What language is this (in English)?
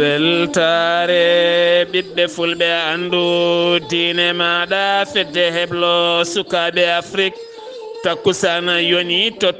Fula